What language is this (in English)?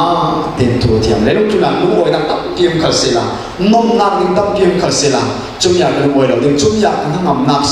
Falam Chin